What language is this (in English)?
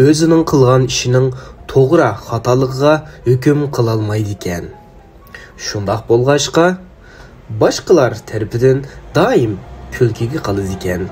Uyghur